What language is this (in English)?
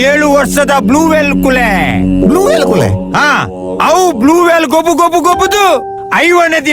Tulu